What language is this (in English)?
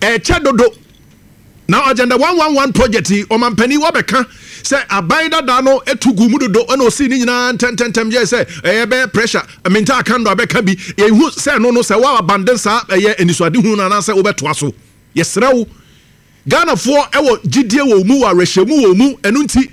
Akan